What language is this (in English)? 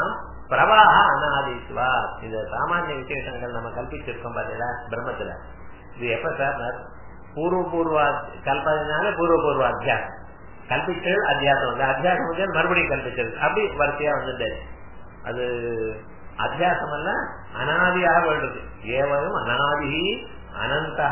Tamil